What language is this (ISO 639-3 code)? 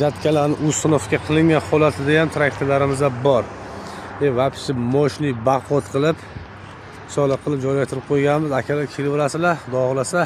uzb